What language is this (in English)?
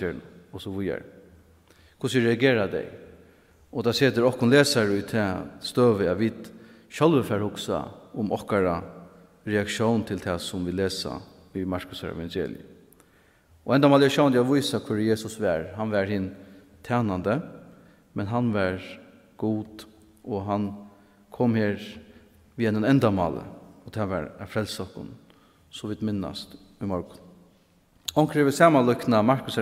Faroese